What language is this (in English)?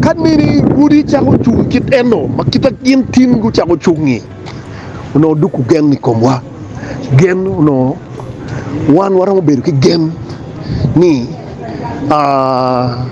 Acoli